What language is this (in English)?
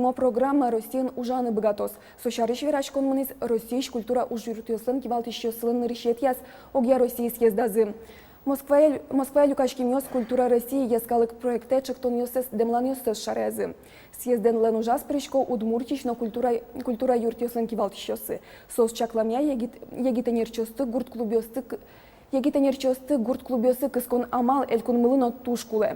Udmurt